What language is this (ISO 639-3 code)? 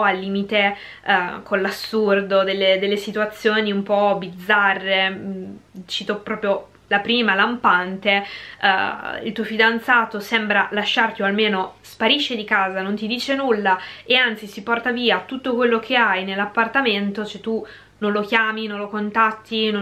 ita